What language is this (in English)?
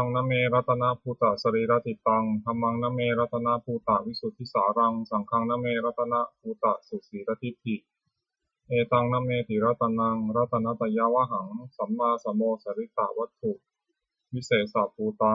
Pali